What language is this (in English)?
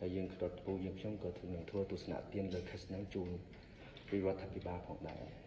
Khmer